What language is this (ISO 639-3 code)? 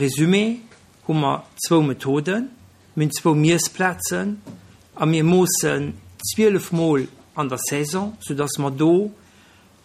ltz